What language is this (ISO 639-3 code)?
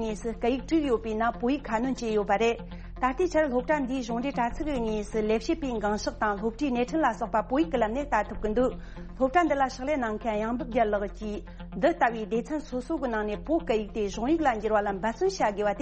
bod